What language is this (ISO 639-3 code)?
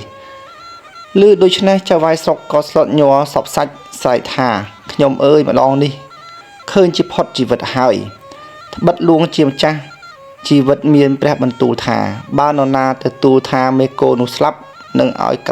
khm